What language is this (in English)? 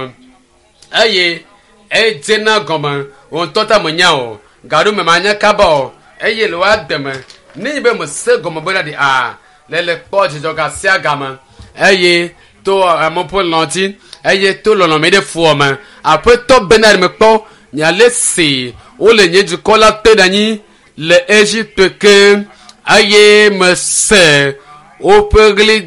Ewe